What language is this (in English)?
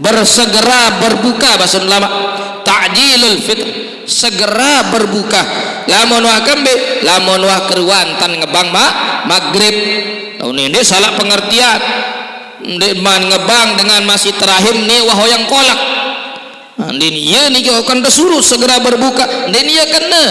Sasak